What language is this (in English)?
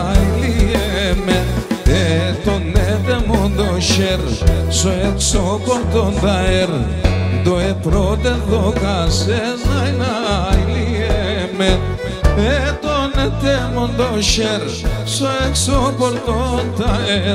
Greek